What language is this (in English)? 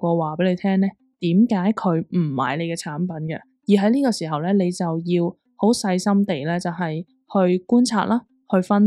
Cantonese